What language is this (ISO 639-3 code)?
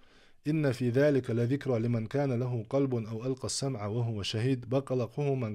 che